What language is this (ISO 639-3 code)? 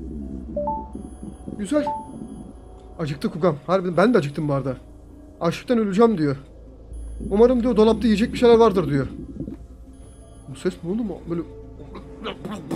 tur